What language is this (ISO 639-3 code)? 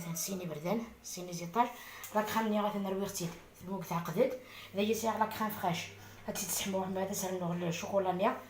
arq